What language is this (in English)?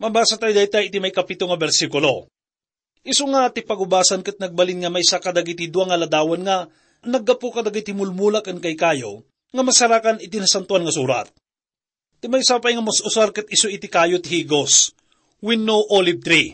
Iloko